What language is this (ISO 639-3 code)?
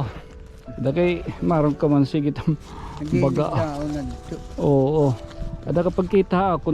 war